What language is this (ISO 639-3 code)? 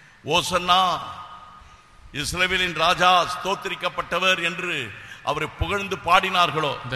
tam